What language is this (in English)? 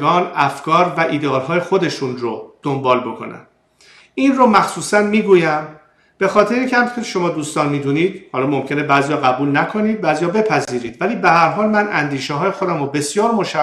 Persian